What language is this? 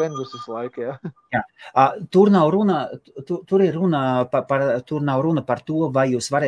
Latvian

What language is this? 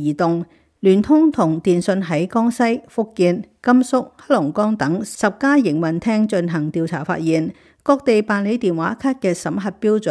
Cantonese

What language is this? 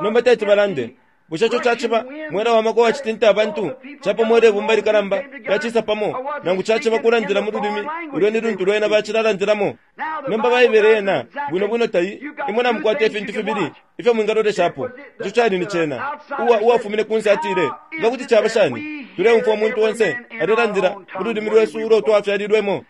Bemba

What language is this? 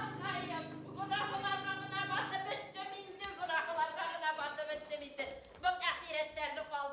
Bashkir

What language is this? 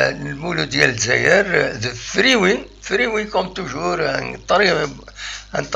Kabyle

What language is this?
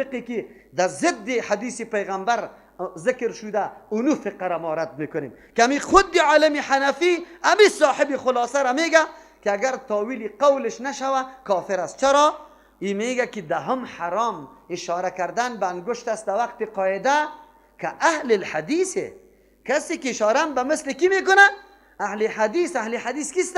Persian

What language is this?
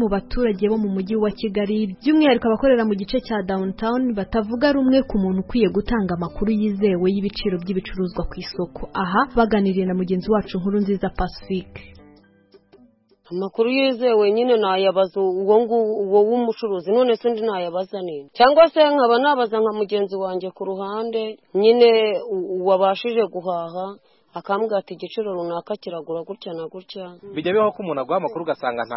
Kinyarwanda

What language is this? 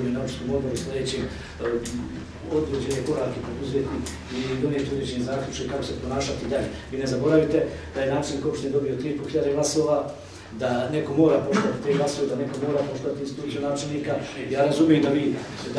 Bosnian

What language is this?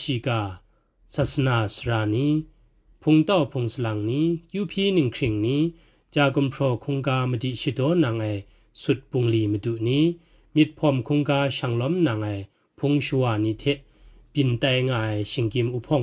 Kachin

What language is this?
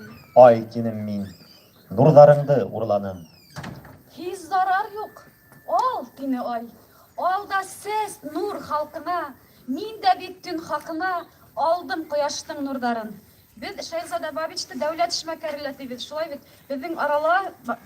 Bashkir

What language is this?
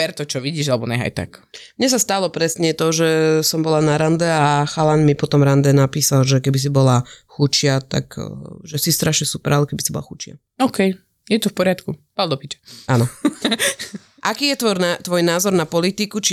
Slovak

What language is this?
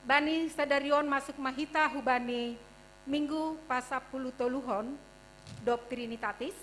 Batak Simalungun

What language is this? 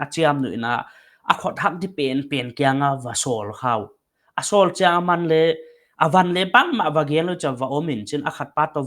Paite Chin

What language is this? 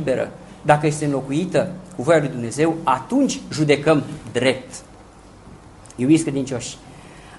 Romanian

